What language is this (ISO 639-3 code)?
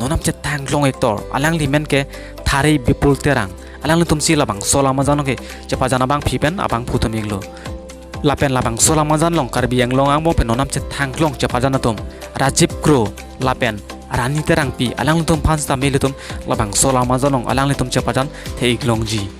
mjw